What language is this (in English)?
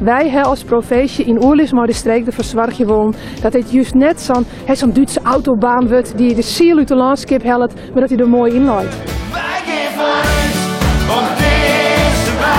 Western Frisian